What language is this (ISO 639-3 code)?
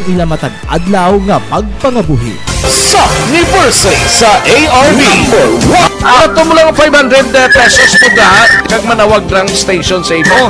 hil